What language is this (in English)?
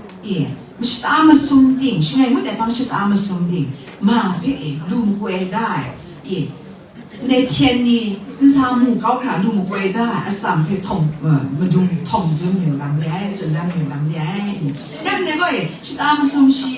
Kachin